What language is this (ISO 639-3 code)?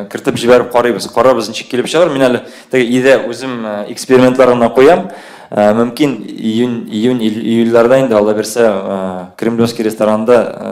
tat